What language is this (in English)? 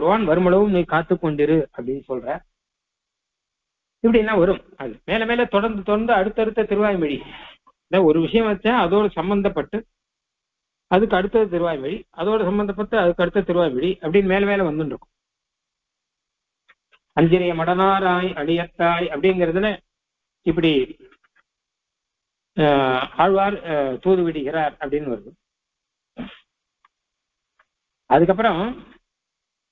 Tamil